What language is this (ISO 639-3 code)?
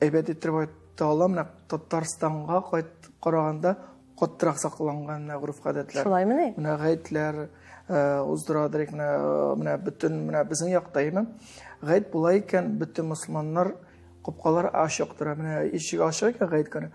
tat